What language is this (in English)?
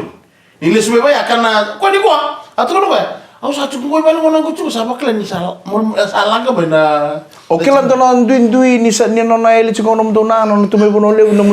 Fijian